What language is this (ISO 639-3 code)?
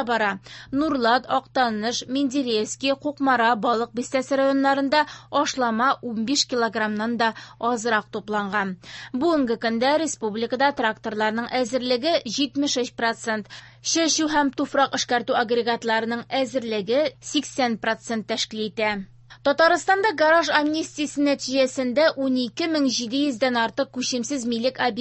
tat